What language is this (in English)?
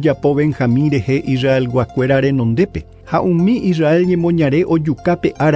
Guarani